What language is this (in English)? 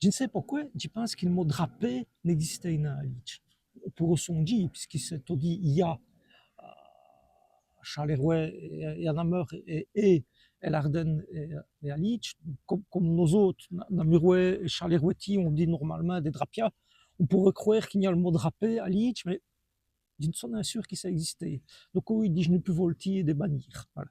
Walloon